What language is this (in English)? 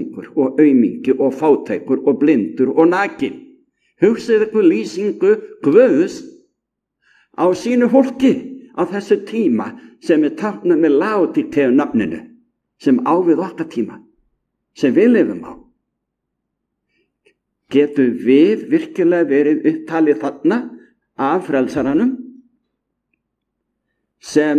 Icelandic